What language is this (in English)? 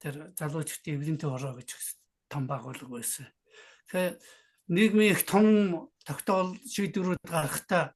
Mongolian